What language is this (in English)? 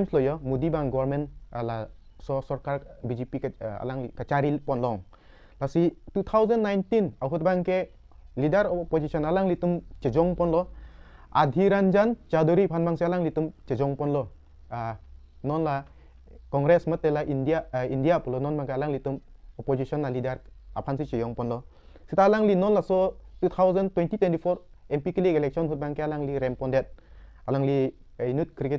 Karbi